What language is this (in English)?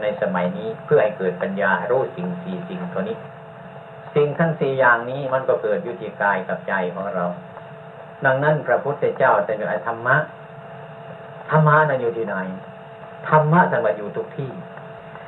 Thai